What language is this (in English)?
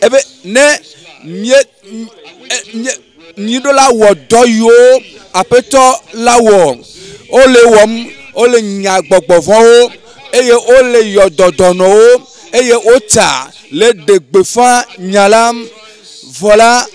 Ewe